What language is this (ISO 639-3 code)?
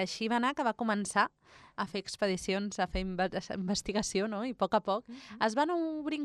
cat